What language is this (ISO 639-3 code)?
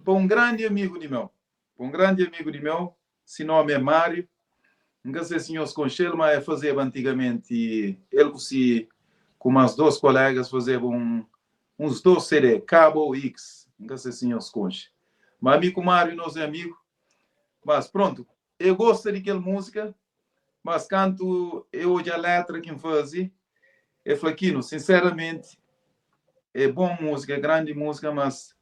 kea